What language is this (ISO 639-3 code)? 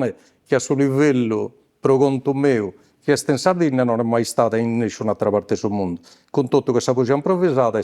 srd